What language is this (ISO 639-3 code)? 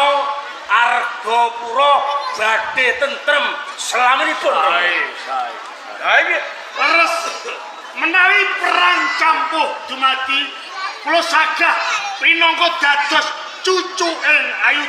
jav